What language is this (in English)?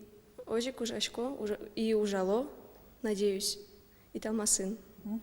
Udmurt